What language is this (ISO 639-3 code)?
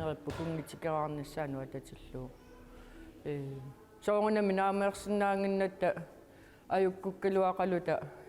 kal